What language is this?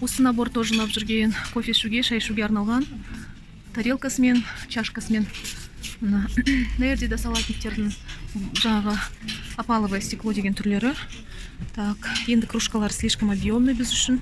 Kazakh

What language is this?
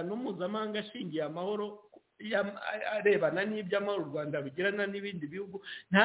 Kinyarwanda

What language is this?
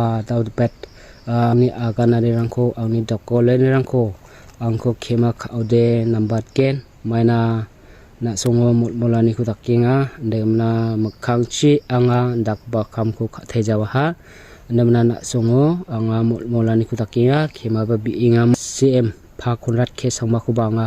Garo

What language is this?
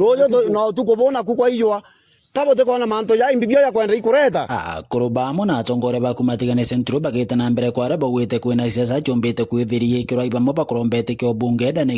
Meru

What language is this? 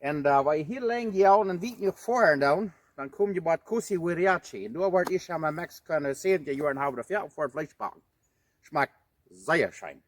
Plautdietsch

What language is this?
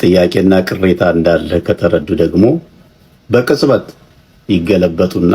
Amharic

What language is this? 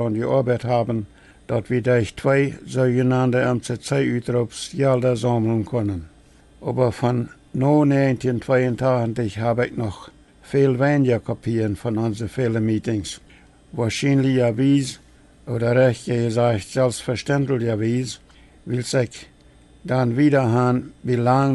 Plautdietsch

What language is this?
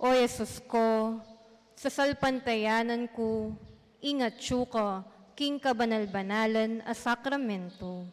Pampanga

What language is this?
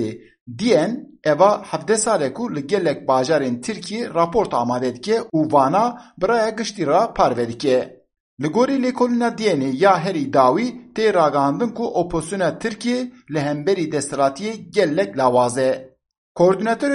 Kurdish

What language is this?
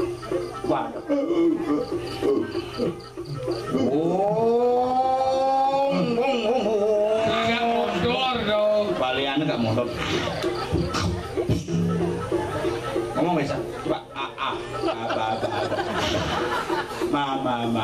Balinese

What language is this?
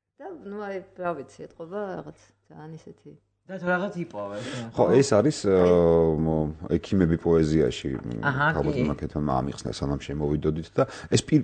Georgian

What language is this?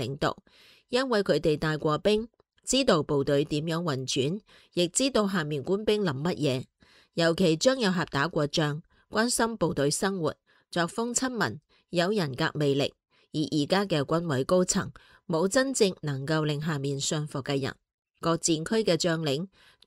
Cantonese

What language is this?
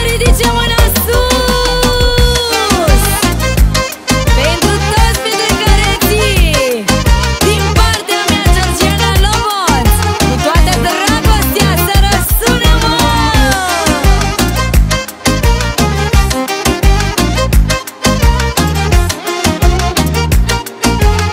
Romanian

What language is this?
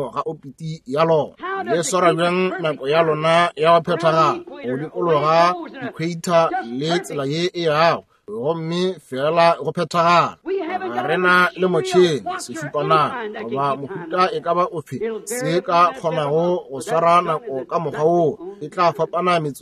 Northern Sotho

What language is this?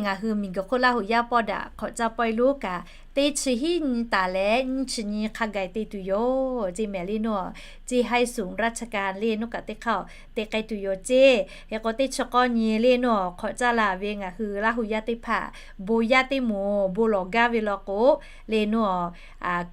Lahu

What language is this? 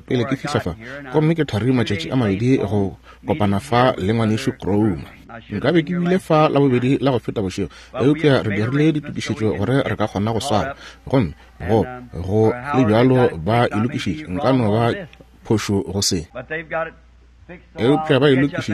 Northern Sotho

